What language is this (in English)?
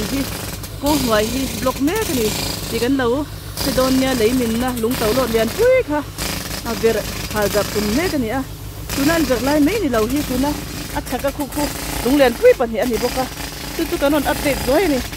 Mizo